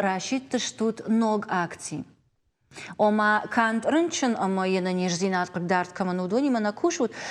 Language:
Ossetic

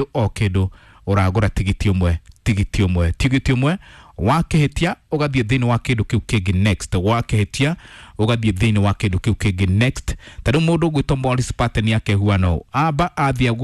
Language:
Kikuyu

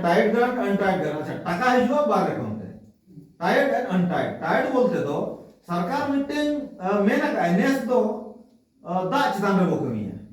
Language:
Santali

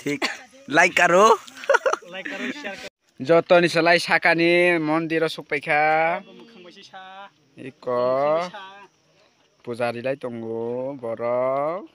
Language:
Kok Borok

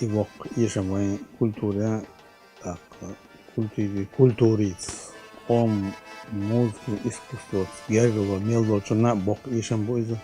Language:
Chechen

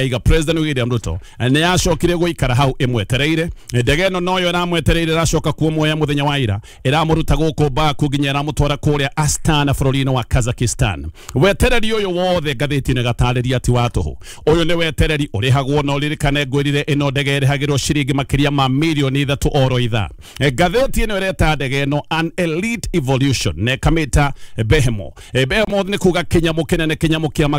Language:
Kikuyu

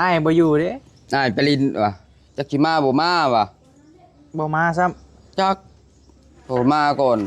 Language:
Northeastern Thai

